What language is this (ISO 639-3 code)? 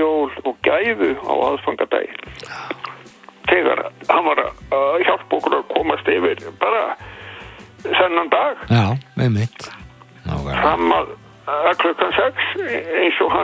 isl